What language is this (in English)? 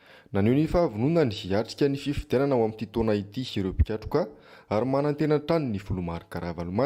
Malagasy